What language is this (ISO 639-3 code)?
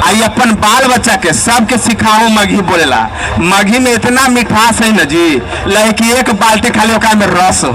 mag